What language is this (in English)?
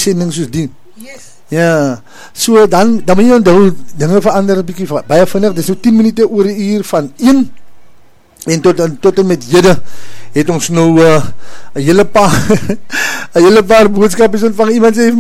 Afrikaans